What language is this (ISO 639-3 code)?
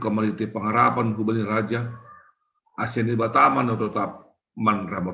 bts